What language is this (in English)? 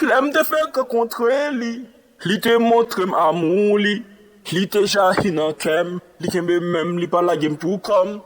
Haitian Creole